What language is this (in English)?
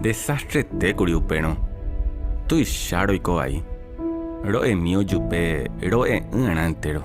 Guarani